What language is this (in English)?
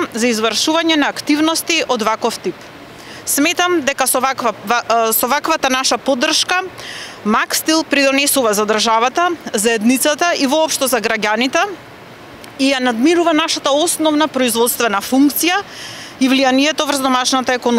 Macedonian